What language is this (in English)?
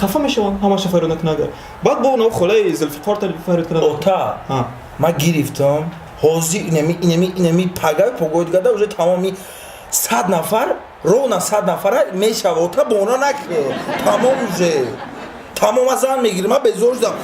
Tajik